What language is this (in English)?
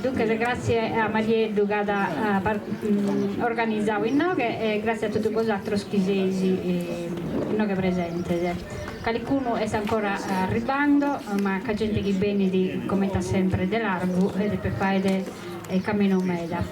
Sardinian